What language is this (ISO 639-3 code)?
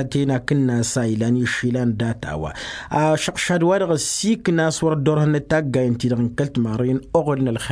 taq